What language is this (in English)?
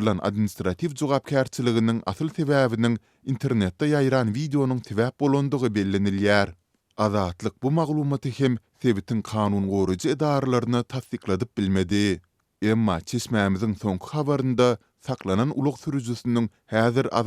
Turkmen